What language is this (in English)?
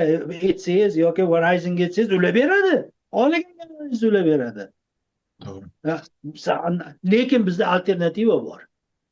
Uzbek